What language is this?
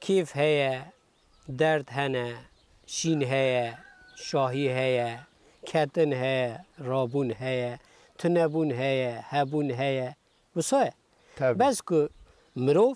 Kurdish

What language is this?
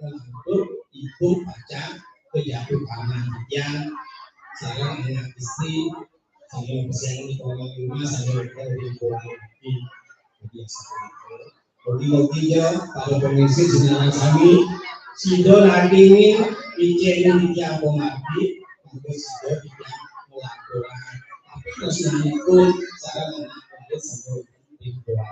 Balinese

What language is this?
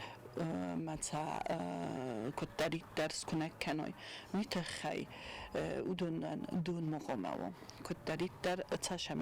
Ossetic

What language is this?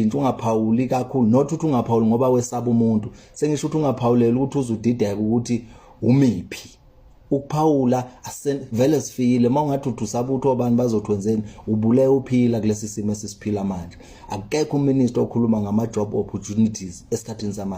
Zulu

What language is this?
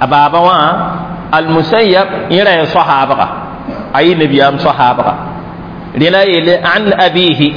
Mossi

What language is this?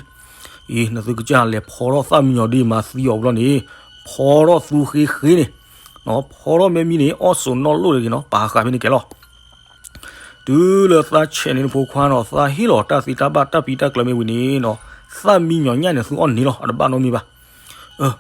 S'gaw Karen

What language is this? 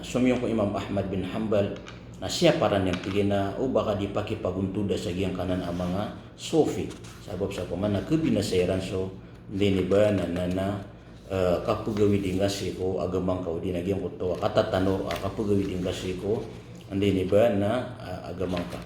Maranao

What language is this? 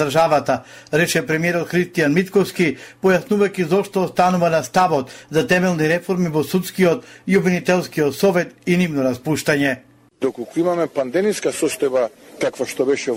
Macedonian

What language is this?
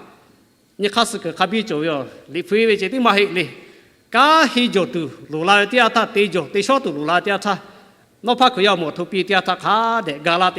Lahu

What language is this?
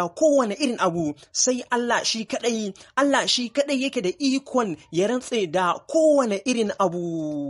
Hausa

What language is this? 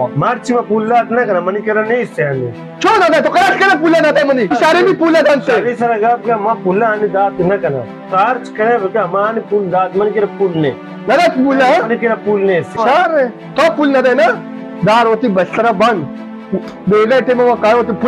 Baluchi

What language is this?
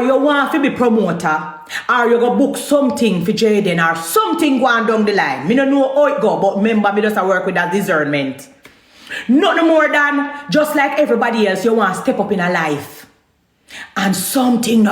Jamaican Creole English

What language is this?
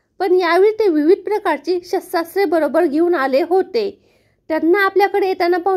Marathi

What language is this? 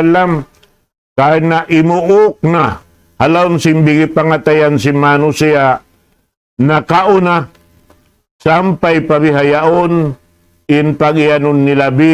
Tausug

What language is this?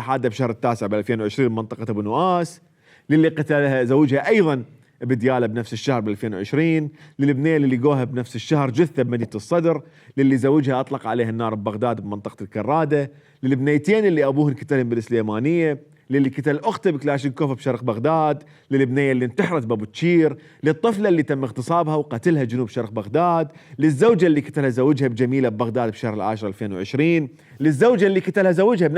Mesopotamian Arabic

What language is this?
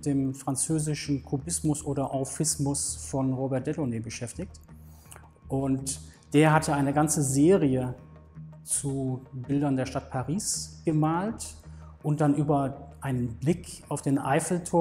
German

